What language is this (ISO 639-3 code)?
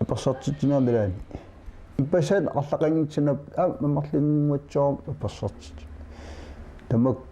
kal